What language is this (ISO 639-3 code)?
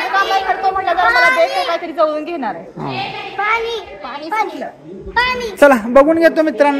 mar